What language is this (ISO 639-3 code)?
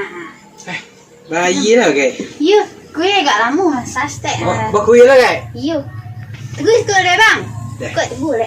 min